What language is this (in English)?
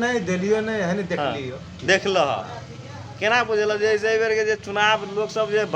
Magahi